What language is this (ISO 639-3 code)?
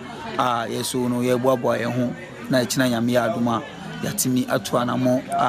aka